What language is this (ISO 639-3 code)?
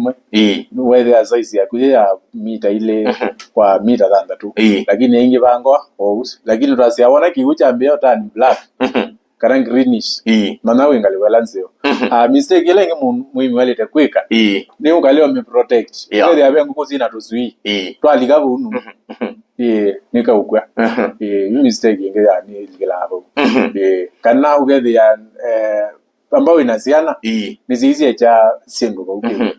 kam